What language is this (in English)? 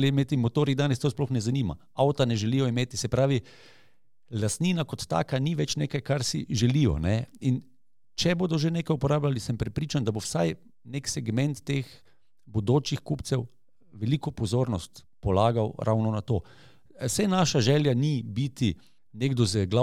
Slovenian